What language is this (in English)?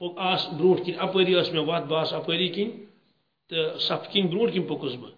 Kashmiri